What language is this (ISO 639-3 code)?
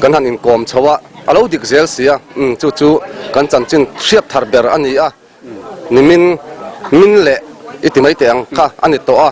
lus